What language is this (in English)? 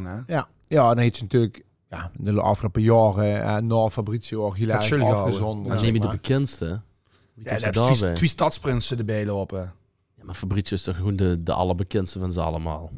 Limburgish